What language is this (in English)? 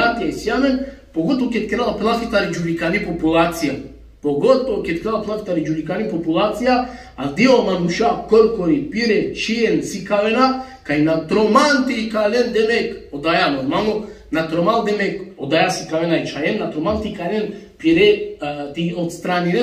Balkan Romani